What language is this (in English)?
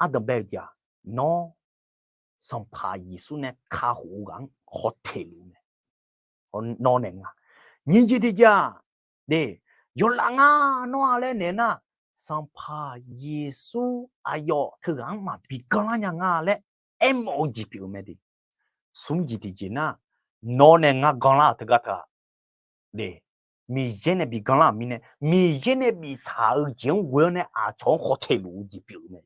Akha